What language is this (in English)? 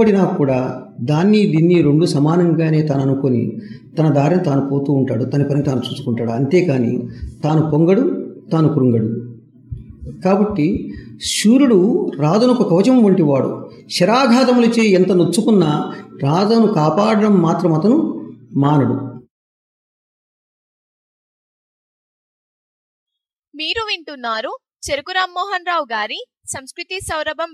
Telugu